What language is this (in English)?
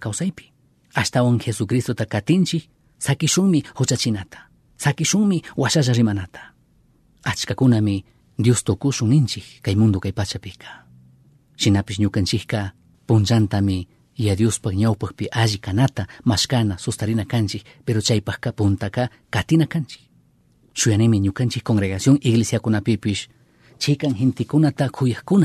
Chimborazo Highland Quichua